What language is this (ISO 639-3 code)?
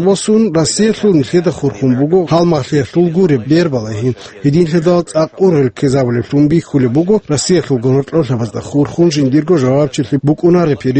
ava